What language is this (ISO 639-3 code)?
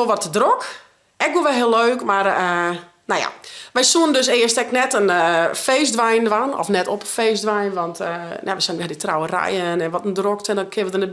fry